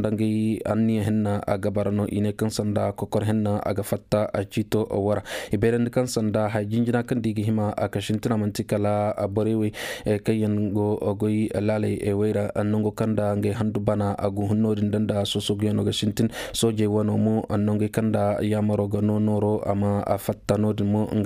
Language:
Koyraboro Senni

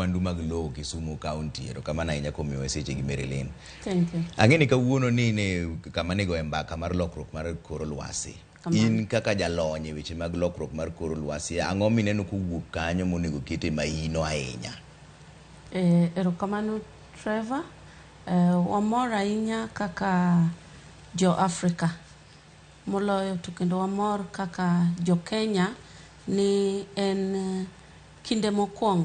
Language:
Luo (Kenya and Tanzania)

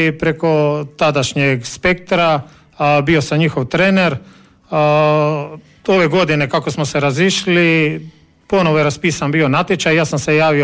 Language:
Croatian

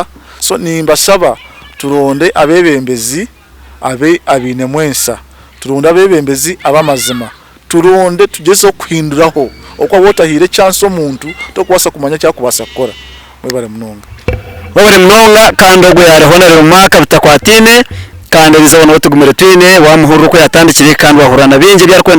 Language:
Nyankole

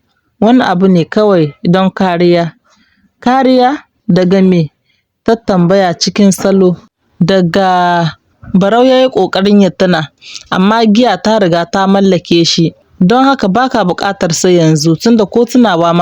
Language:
Hausa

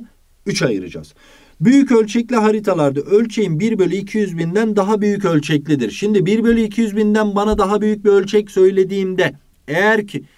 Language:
Turkish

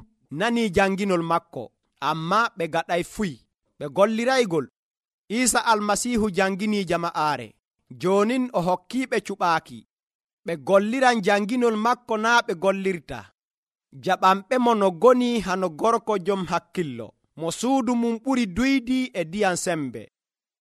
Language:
Nigerian Fulfulde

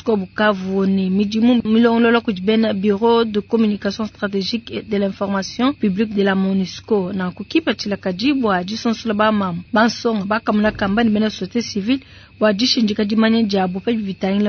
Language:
Luba-Lulua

